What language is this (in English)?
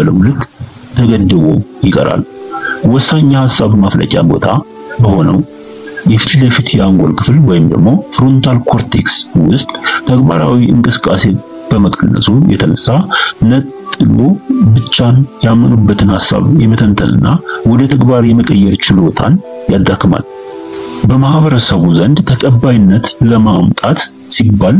Amharic